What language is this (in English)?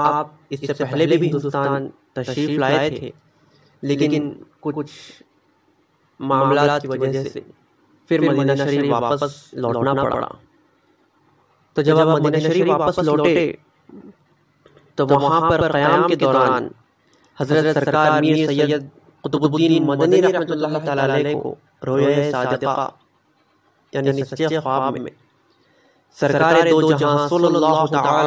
Urdu